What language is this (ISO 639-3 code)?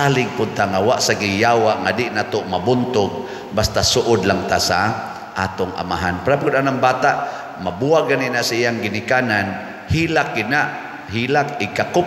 ceb